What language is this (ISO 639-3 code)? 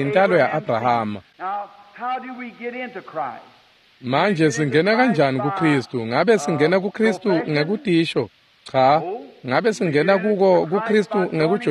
ssw